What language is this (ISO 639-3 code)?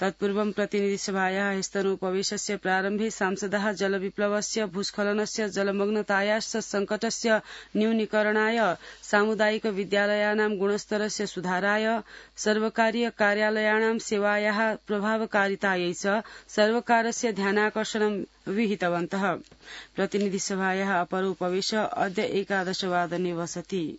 san